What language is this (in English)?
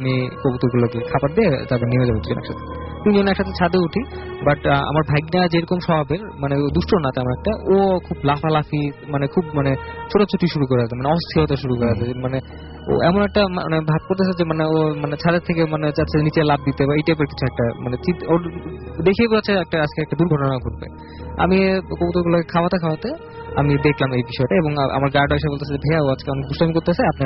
Bangla